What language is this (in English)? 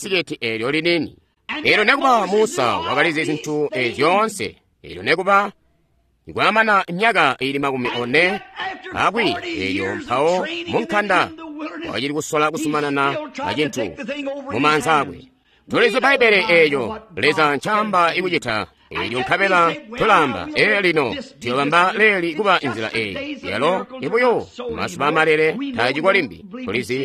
Tonga (Zambia)